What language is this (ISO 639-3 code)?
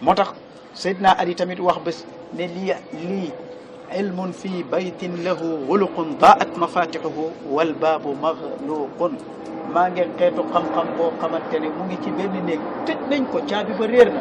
wol